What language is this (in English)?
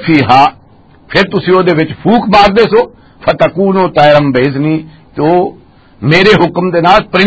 Western Panjabi